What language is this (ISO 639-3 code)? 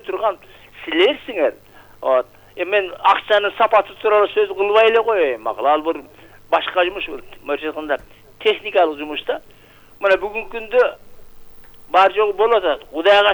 kir